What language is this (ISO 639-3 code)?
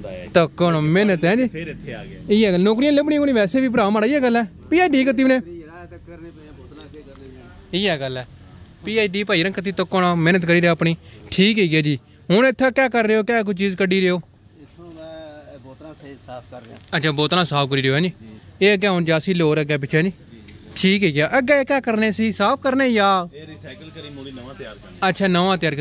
pan